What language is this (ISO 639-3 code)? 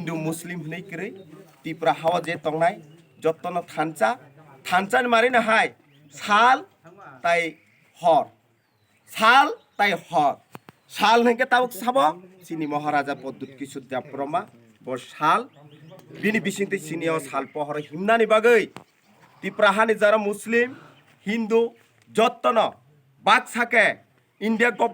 trp